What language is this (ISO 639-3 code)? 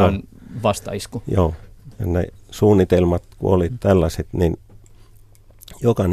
fin